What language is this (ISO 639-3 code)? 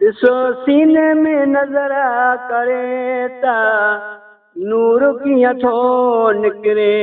skr